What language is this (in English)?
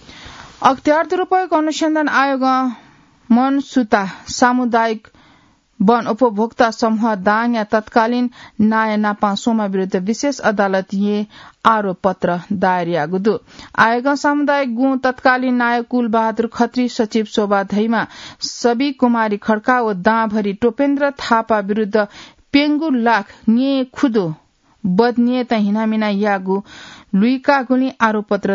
Newari